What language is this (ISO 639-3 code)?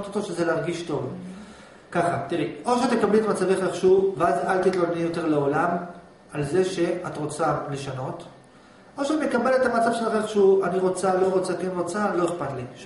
heb